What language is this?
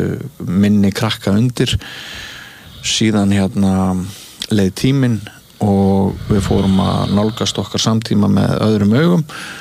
Icelandic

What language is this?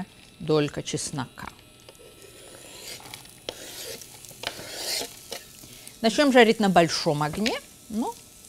Russian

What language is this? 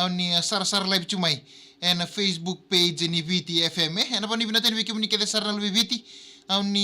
Fijian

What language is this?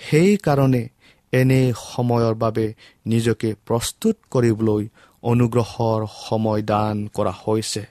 Assamese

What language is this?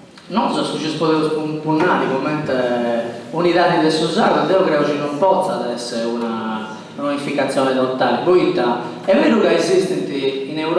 Sardinian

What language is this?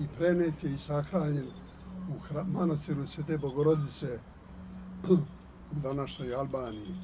Serbian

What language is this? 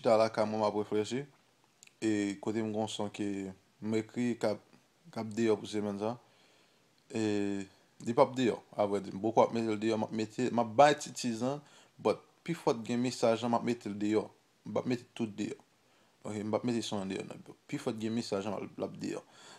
Haitian Creole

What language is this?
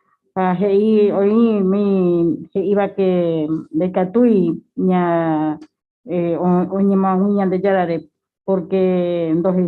Guarani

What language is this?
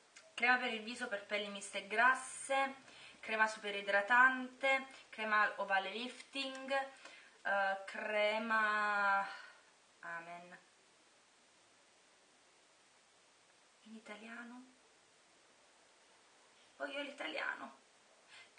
Italian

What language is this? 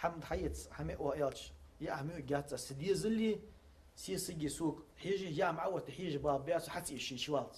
Ingush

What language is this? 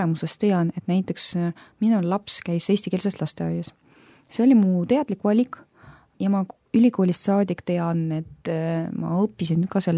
Estonian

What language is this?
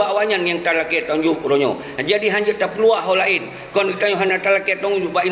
Achinese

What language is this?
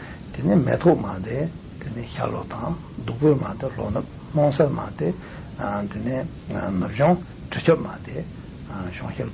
Tibetan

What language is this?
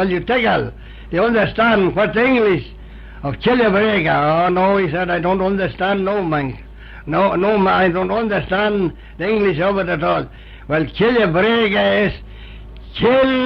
Manx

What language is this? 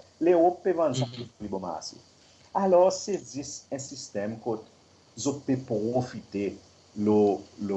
Seselwa Creole French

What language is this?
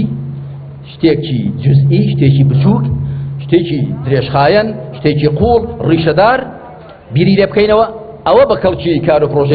Central Kurdish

